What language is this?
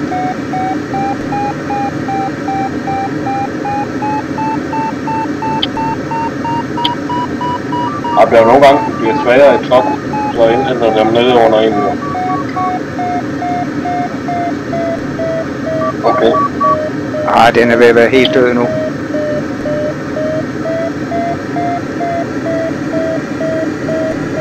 Danish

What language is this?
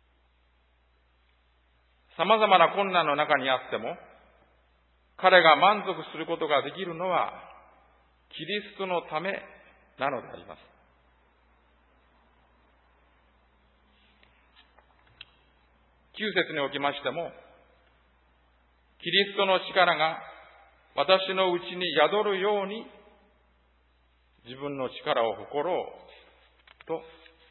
Japanese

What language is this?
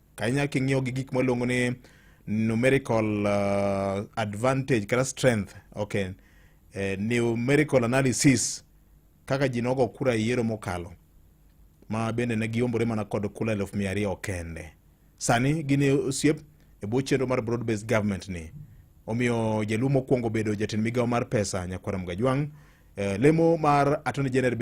Luo (Kenya and Tanzania)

